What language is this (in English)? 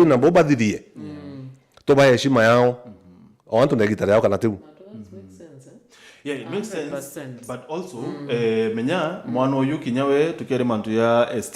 Meru